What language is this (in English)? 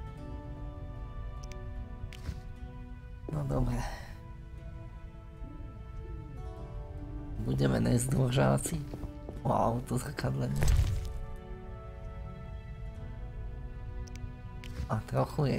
Slovak